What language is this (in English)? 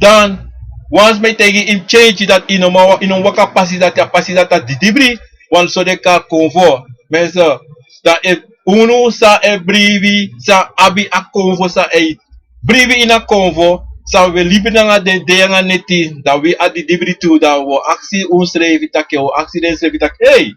Sranan Tongo